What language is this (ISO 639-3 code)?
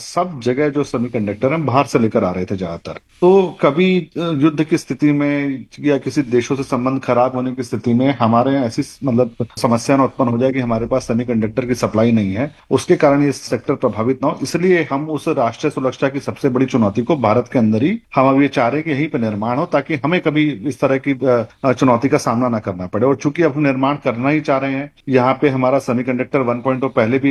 hin